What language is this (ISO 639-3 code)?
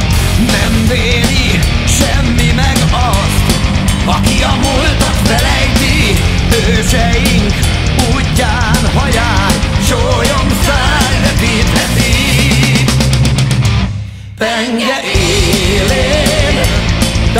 hun